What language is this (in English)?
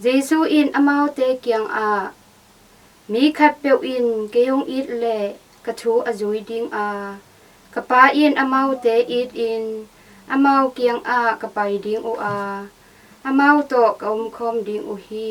Tedim Chin